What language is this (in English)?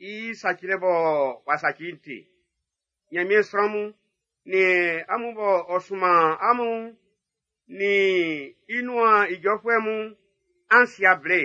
Baoulé